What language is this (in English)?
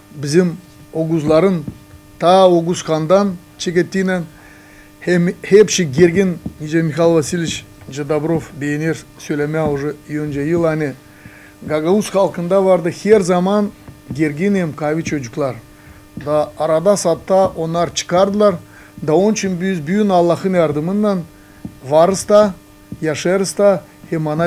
Gagauz